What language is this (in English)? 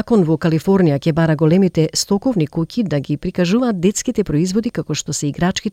Macedonian